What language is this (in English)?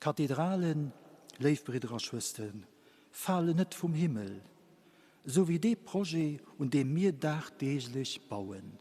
Luxembourgish